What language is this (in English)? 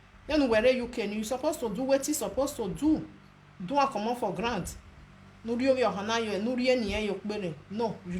Nigerian Pidgin